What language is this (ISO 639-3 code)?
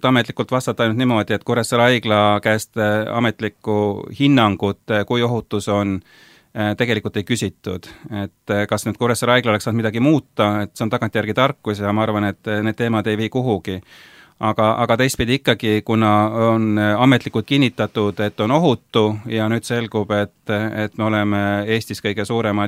est